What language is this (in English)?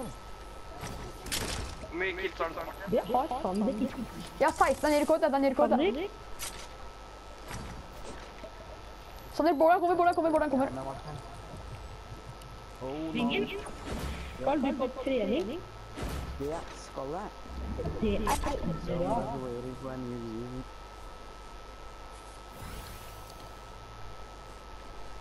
Norwegian